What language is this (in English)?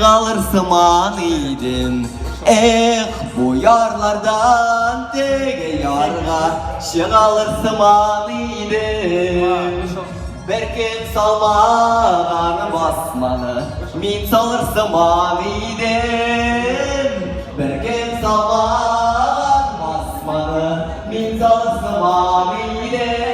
Tatar